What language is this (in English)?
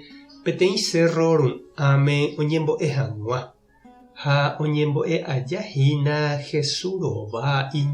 Guarani